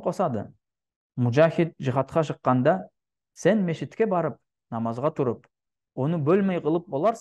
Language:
Nogai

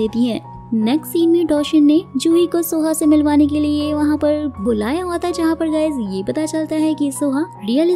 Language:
Hindi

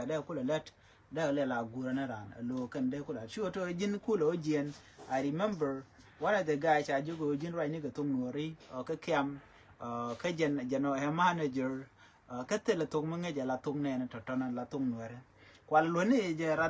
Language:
Nuer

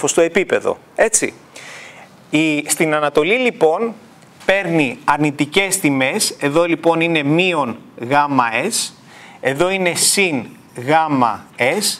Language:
Greek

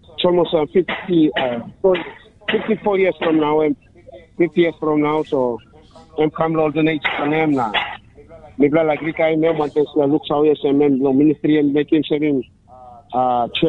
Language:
English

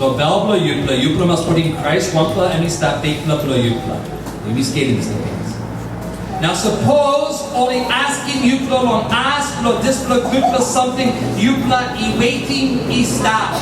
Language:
Tok Pisin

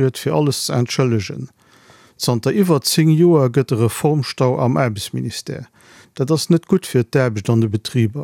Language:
Luxembourgish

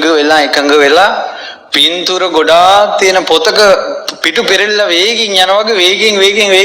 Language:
Sinhala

